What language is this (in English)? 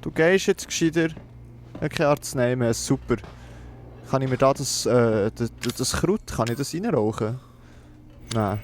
Swiss German